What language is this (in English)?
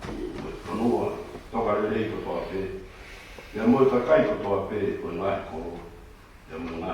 Tongan